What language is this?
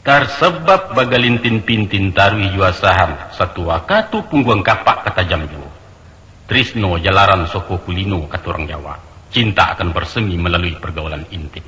Minangkabau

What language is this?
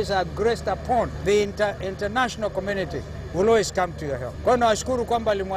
Luo (Kenya and Tanzania)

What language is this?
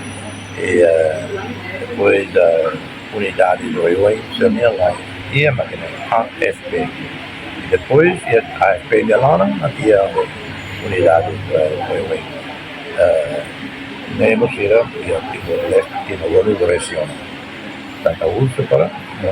Tetum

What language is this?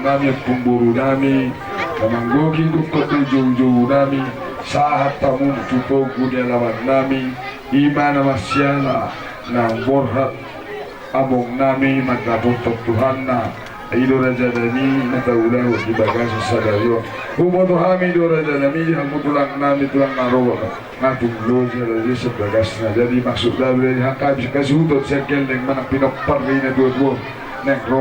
Batak Toba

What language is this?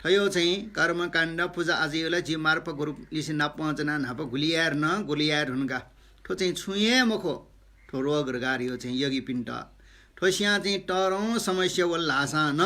Newari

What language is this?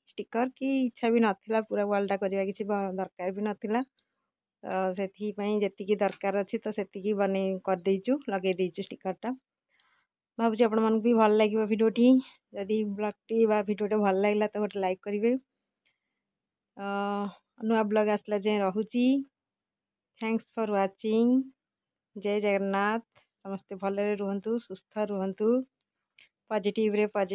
Odia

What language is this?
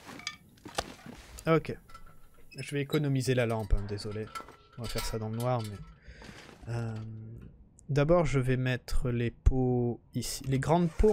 French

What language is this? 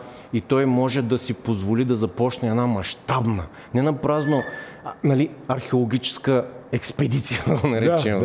Bulgarian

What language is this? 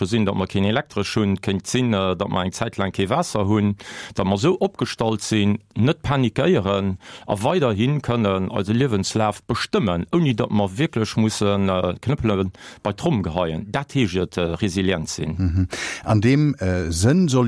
Luxembourgish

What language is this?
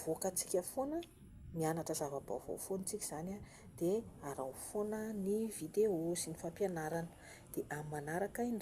Malagasy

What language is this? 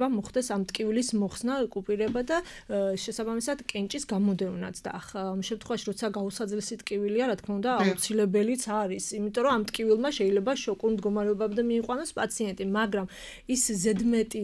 Georgian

